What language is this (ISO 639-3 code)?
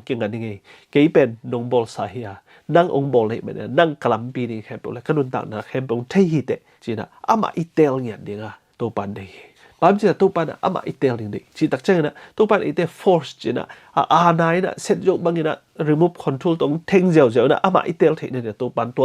ctd